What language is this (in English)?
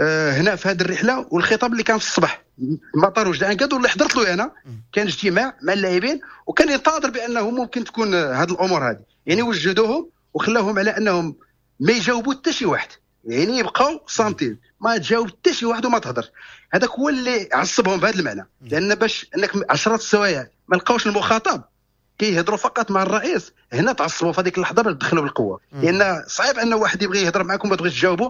Moroccan Arabic